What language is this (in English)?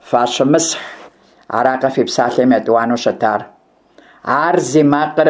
Kabardian